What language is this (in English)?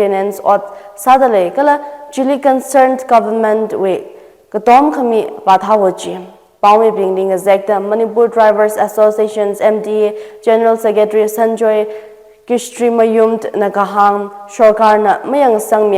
Tangkhul Naga (India)